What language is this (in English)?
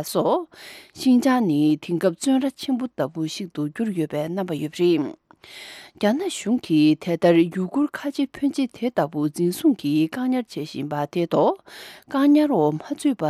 Tibetan